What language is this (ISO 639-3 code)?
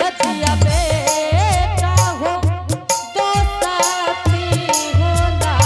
anp